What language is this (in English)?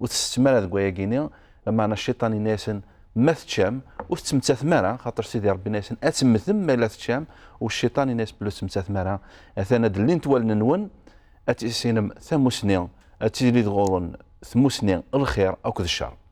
Kabyle